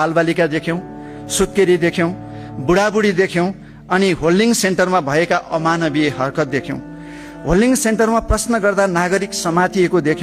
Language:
Nepali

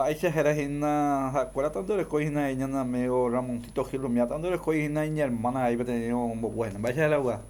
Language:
Guarani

